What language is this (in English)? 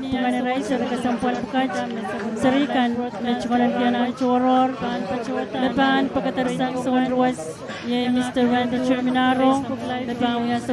Pohnpeian